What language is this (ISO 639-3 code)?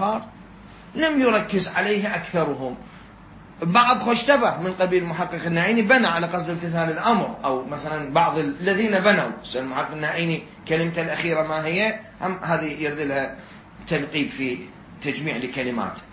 acm